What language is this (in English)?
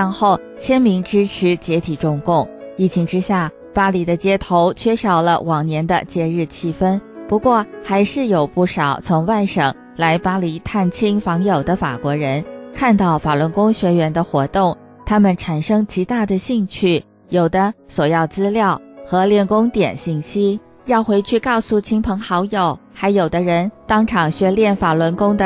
Chinese